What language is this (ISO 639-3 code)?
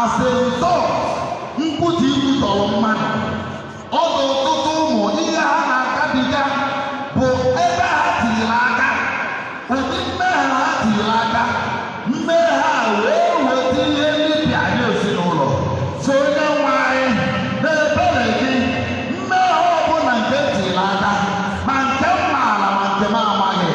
ibo